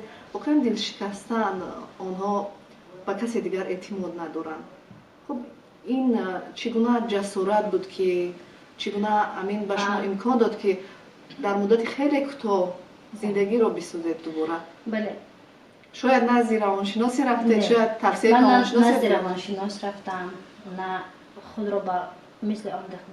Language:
Tajik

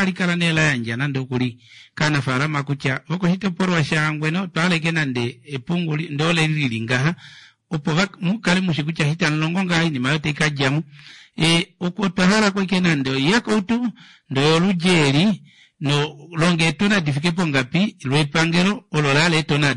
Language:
Kuanyama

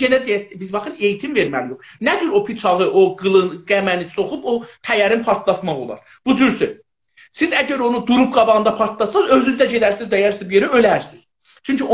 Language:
South Azerbaijani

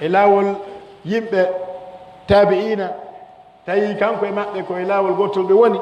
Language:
Pular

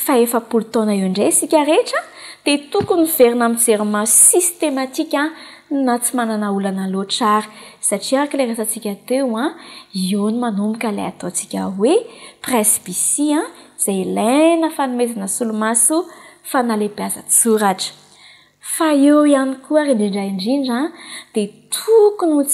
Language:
Malagasy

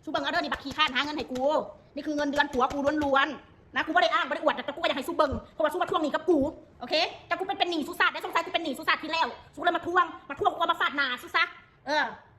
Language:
Northeastern Thai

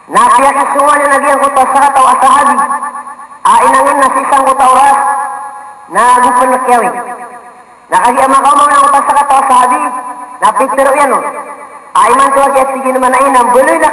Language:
Maranao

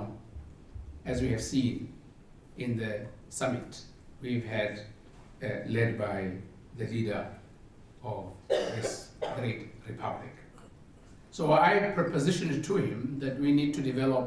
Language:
Tswana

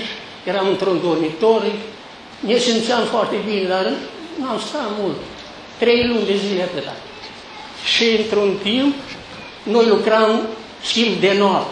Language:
Romanian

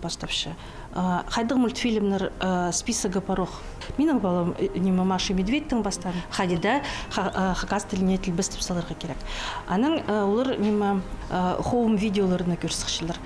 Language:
Khakas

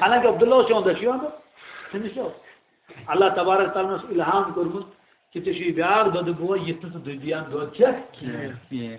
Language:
Kashmiri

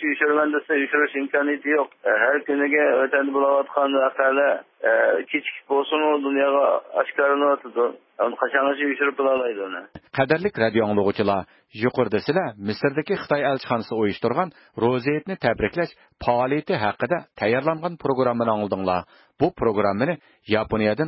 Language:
Uyghur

